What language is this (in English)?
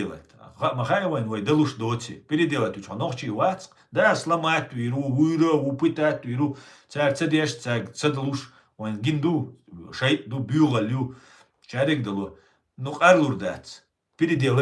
Chechen